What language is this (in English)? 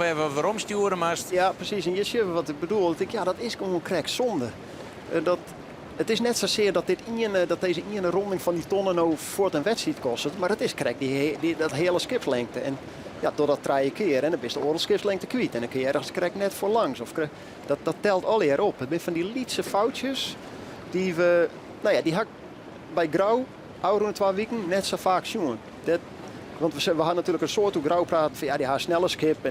Western Frisian